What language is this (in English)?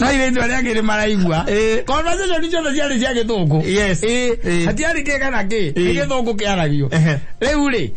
Kikuyu